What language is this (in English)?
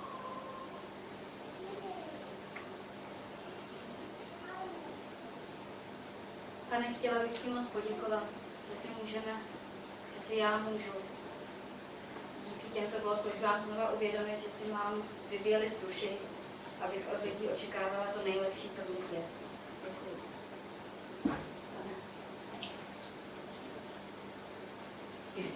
Czech